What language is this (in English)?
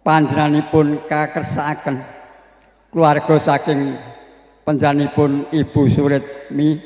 Javanese